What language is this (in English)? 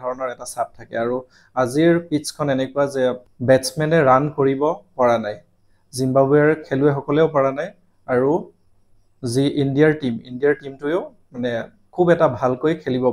Assamese